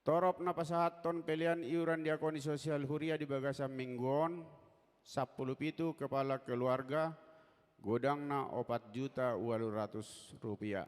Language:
Batak Toba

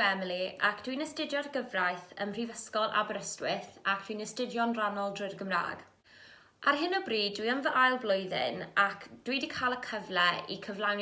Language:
Welsh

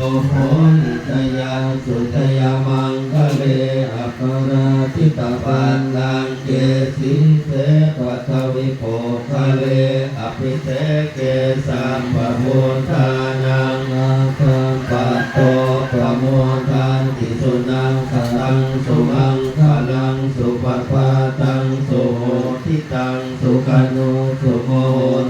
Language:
Pali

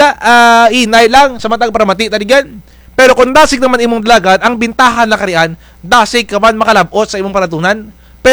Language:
Kinaray-a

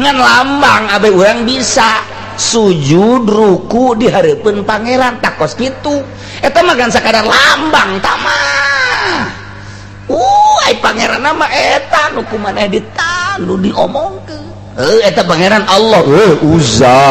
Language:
Sundanese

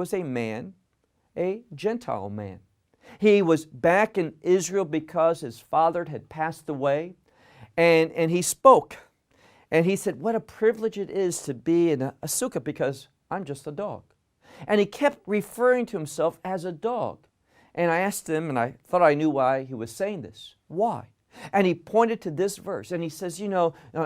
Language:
English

